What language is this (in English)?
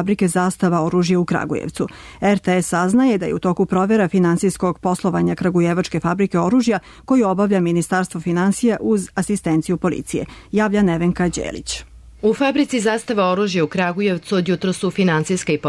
Serbian